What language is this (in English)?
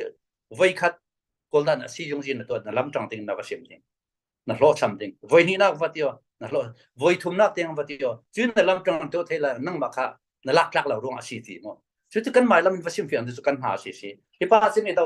Falam Chin